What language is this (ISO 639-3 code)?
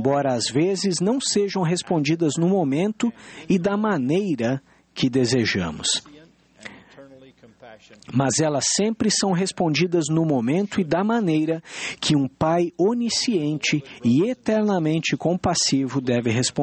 por